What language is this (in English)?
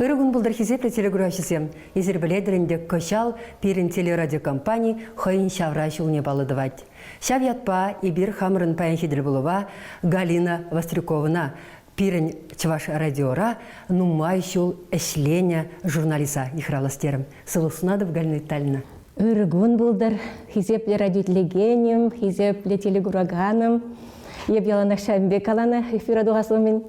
Chuvash